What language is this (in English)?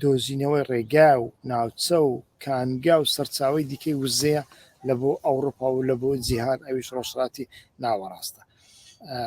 Central Kurdish